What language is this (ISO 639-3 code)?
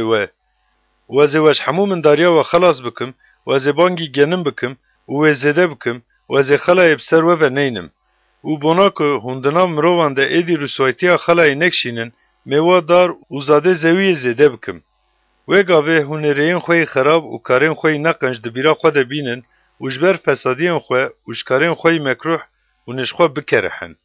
kur